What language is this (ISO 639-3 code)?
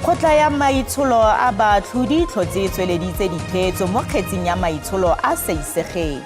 tsn